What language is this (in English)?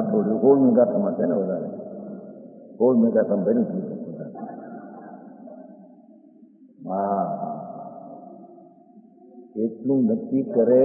Gujarati